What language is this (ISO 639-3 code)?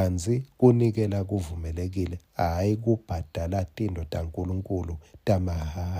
ssw